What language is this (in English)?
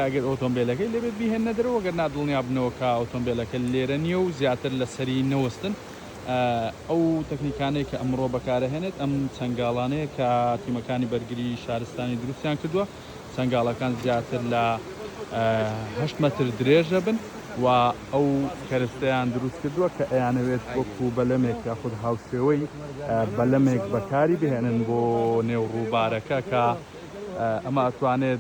Central Kurdish